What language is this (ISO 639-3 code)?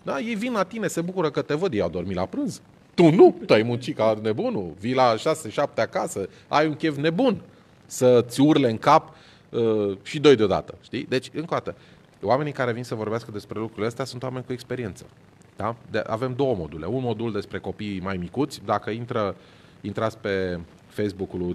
ron